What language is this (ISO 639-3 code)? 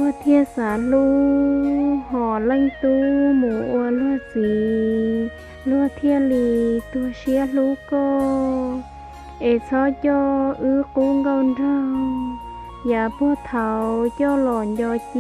hmn